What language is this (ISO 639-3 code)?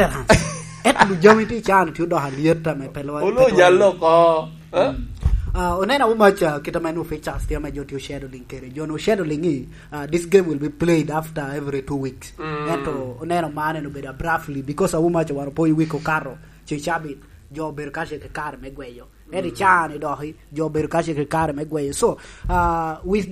laj